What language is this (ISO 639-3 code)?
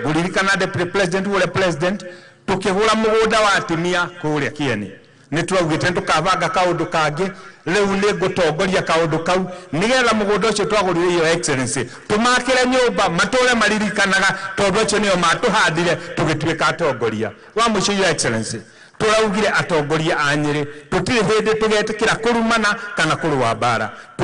kik